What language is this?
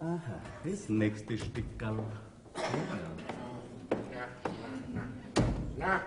Bavarian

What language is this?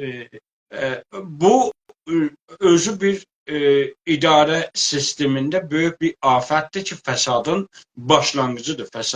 South Azerbaijani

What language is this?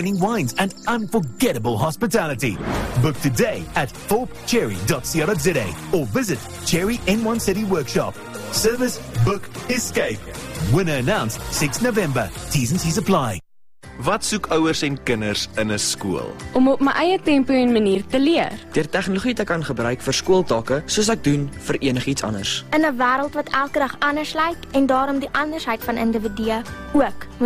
Afrikaans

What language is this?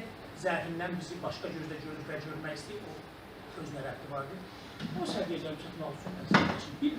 South Azerbaijani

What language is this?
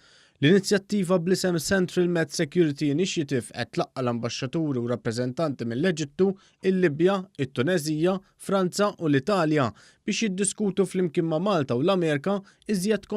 Maltese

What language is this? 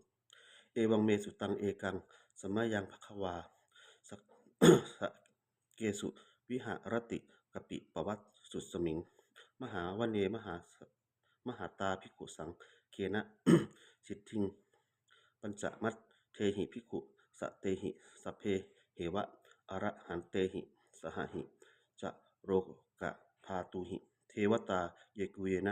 Pali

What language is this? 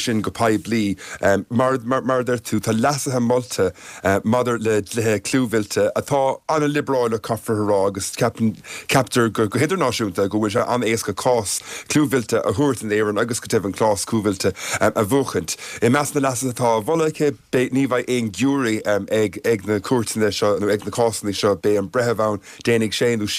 Irish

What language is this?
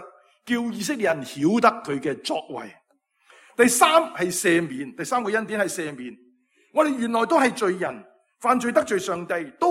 Cantonese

